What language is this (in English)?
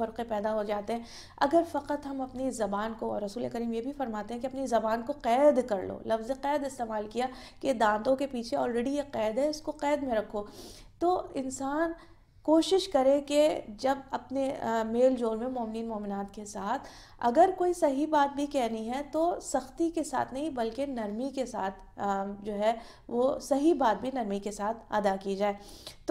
Urdu